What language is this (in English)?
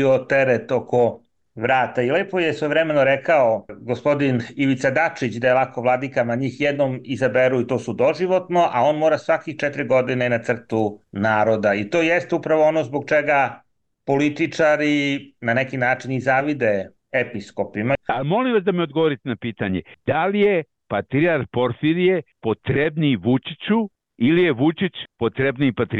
Serbian